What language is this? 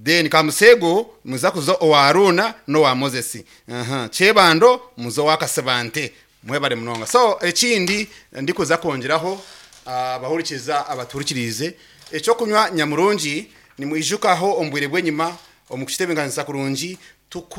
Nyankole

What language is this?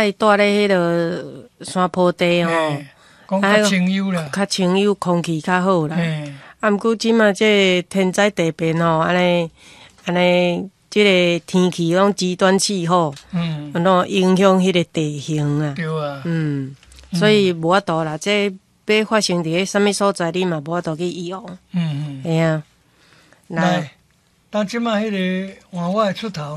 Min Nan Chinese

